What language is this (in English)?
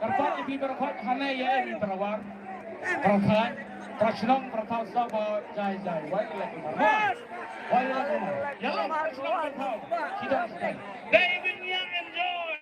Khasi